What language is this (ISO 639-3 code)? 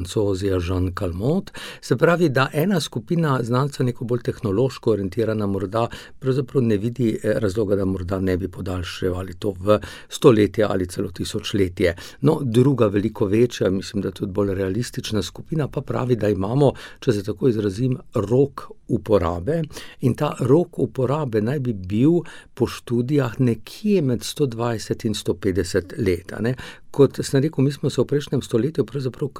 slv